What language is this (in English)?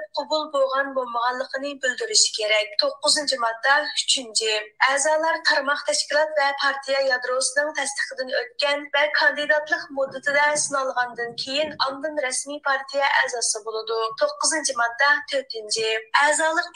Uyghur